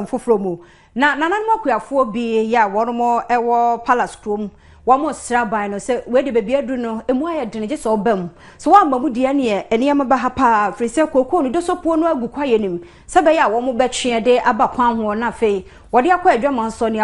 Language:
Akan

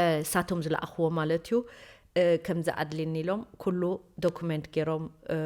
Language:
Tigrinya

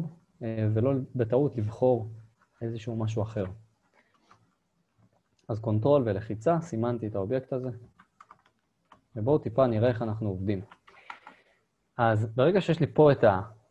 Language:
Hebrew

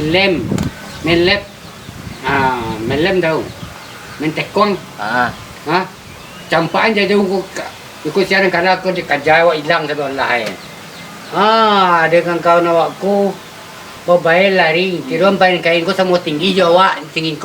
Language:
Minangkabau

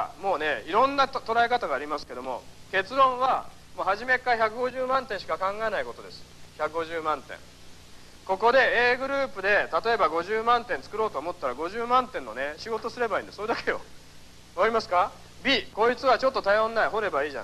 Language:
Japanese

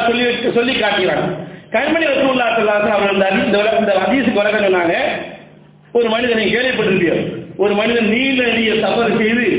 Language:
Tamil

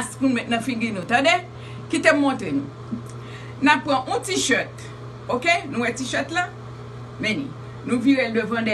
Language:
Haitian Creole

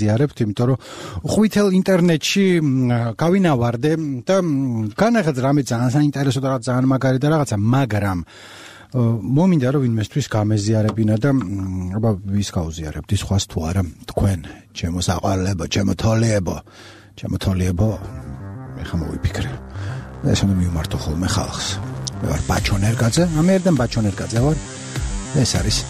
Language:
Georgian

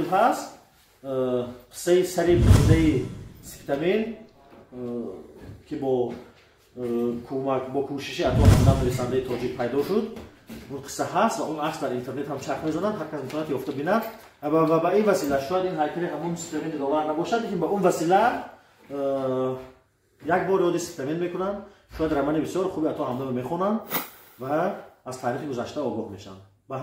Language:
Tajik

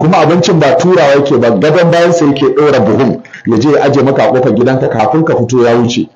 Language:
Hausa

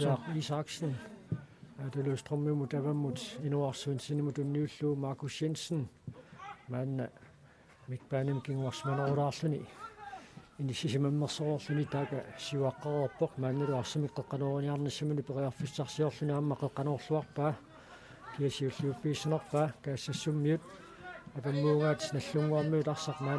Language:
Kalaallisut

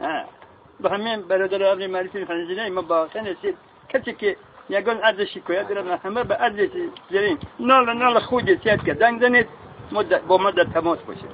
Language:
Tajik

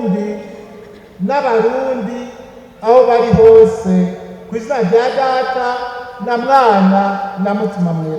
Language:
Rundi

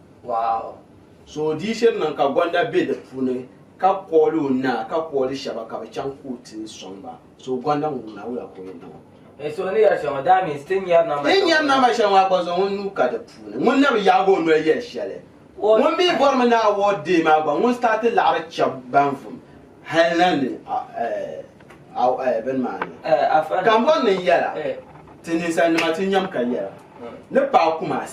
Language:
Dagbani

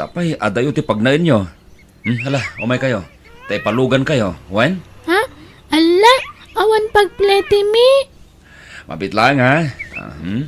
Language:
Iloko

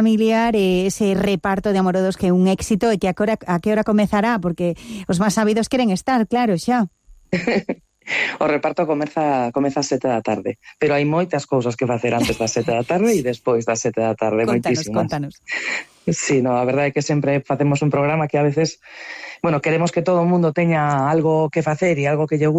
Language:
Galician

